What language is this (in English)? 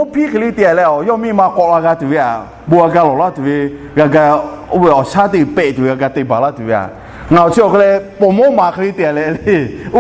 Lahu